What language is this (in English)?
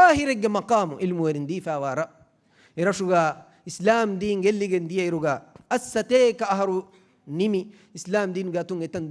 Divehi